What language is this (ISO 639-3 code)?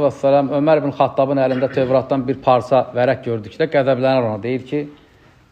aze